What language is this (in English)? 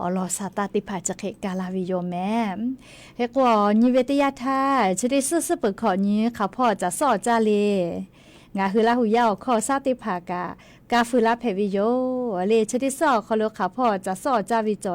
Lahu